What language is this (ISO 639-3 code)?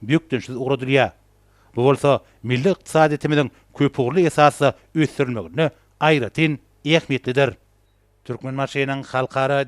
tuk